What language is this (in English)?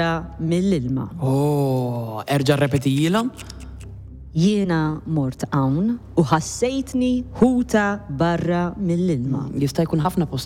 Maltese